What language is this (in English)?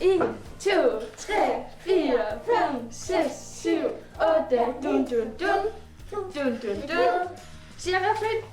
Kalaallisut